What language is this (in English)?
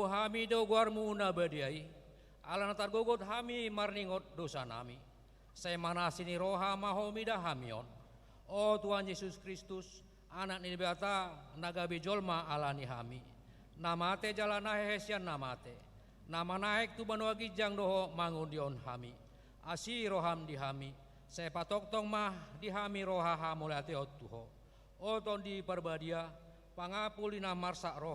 Batak Toba